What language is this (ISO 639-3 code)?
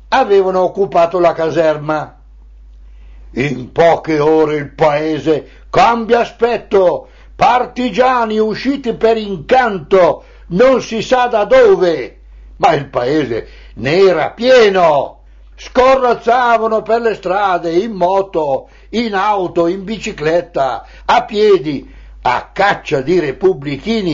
ita